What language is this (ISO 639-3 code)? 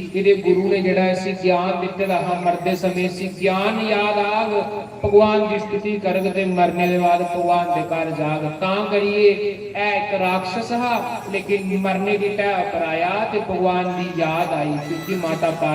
doi